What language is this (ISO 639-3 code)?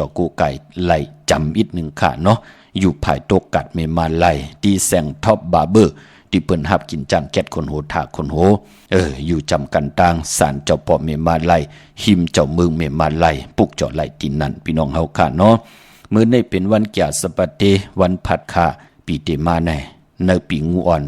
shn